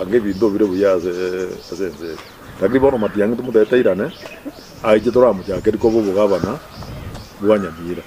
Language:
Gusii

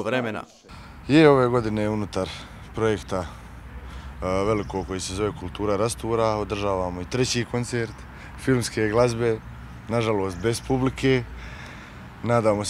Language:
Croatian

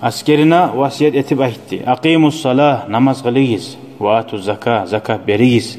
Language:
Kumyk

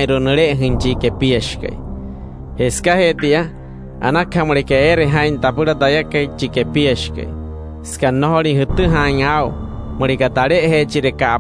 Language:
Wayuu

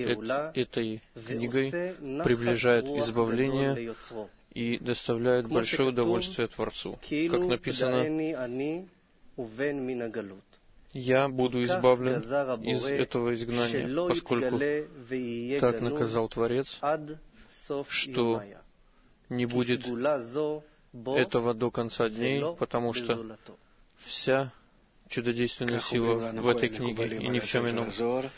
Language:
Russian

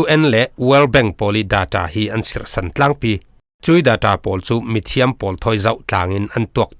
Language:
Falam Chin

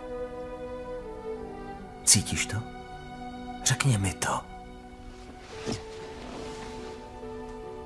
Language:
Czech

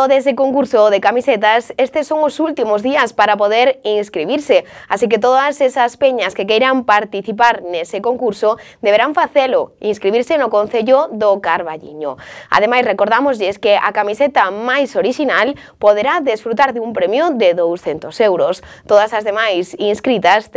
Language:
Galician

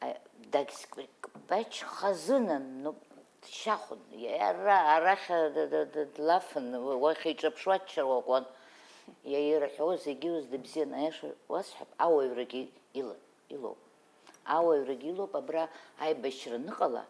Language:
Abkhazian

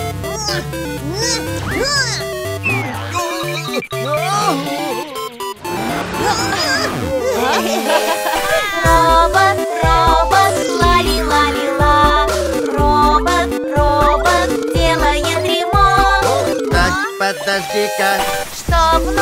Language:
Russian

